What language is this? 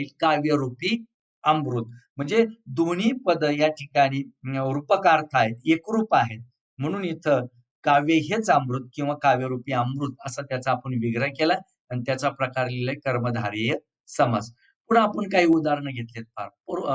Marathi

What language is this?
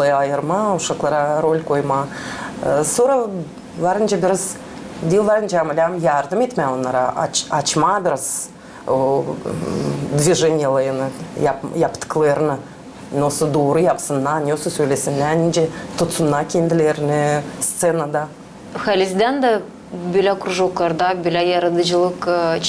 Gagauz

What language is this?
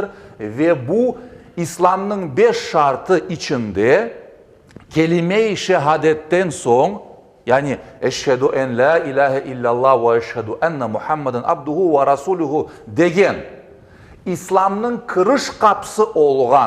Crimean Tatar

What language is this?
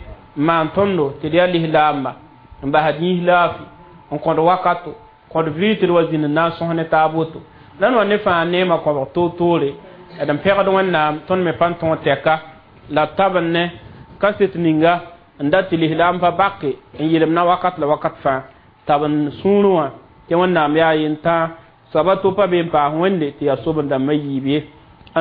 Mossi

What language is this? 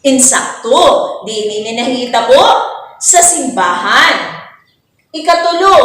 Waray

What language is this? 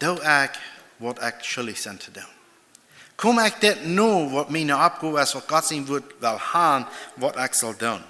Plautdietsch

